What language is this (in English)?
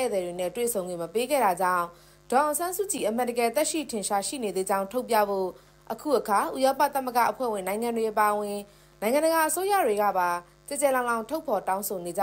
Burmese